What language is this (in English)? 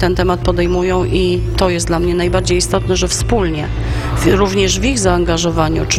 Polish